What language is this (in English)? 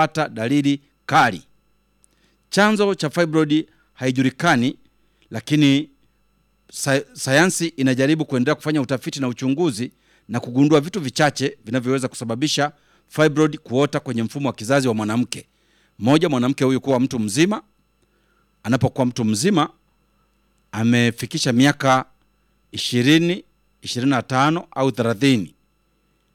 Swahili